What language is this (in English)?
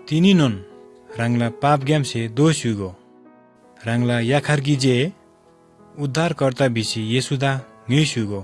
Eastern Tamang